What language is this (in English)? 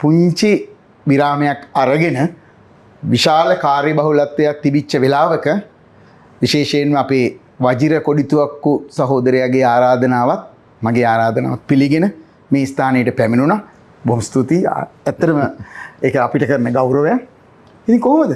Sinhala